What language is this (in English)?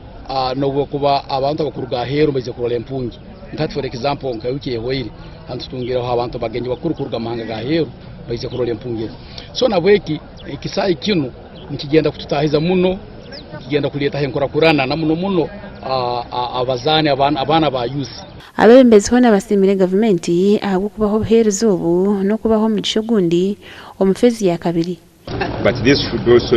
Nyankole